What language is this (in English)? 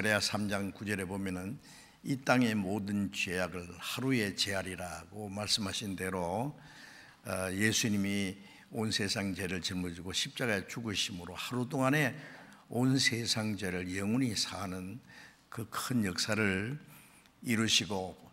Korean